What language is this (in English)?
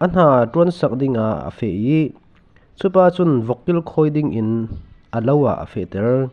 Falam Chin